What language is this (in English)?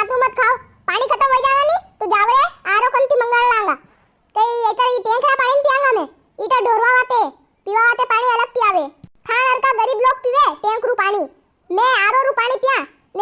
Rajasthani